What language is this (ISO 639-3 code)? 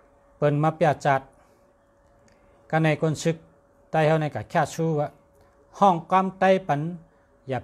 shn